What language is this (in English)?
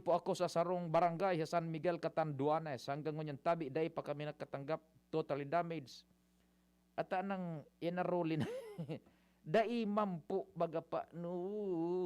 Bikol